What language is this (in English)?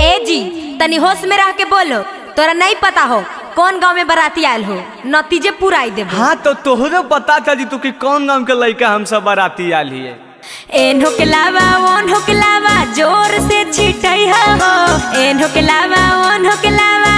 Magahi